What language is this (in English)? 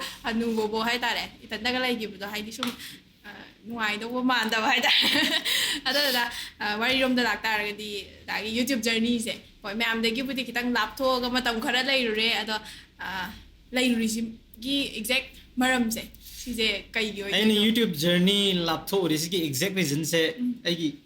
Manipuri